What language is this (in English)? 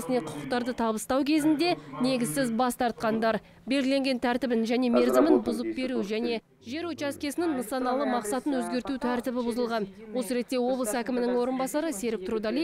Kazakh